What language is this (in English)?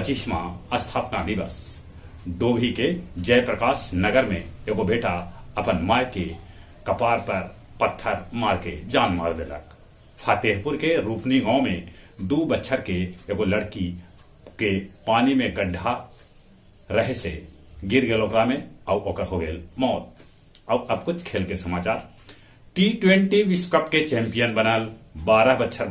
Magahi